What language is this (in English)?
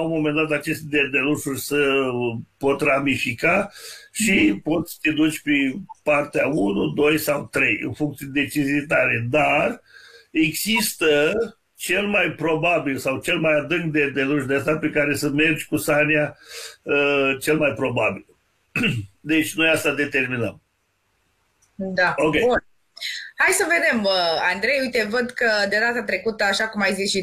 Romanian